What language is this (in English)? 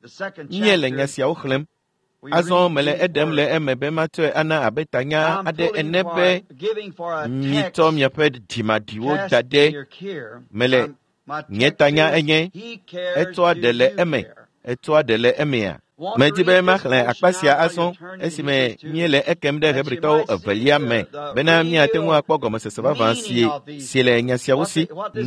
Ewe